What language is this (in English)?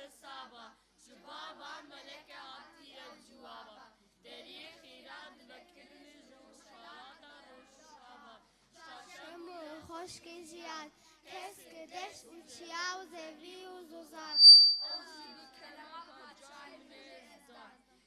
Kurdish